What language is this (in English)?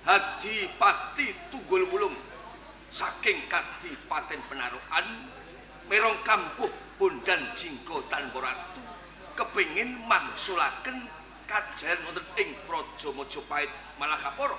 Javanese